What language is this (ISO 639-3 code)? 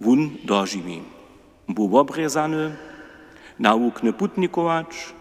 hsb